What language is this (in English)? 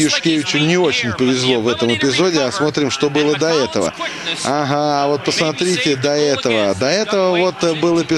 Russian